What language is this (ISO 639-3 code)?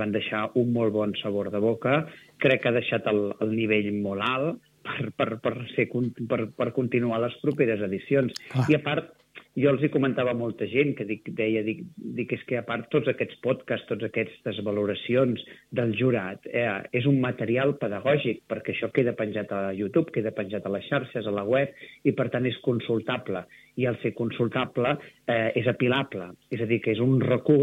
cat